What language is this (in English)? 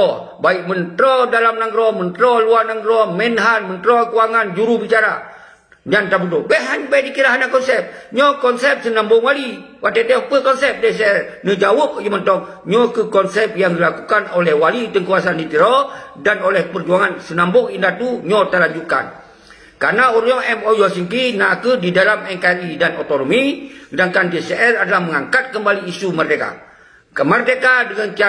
Achinese